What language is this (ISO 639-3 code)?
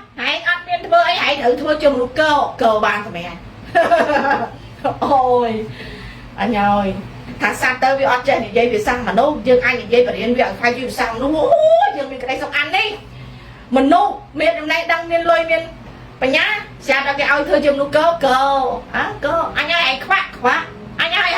khm